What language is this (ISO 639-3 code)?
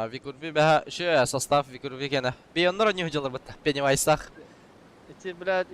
sah